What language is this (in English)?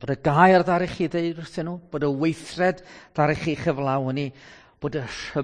Welsh